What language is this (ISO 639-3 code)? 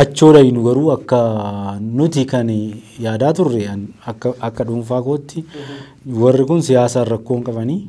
orm